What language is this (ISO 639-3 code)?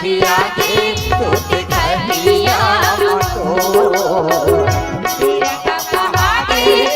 hne